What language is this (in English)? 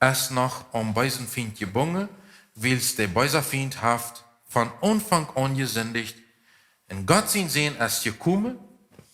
Plautdietsch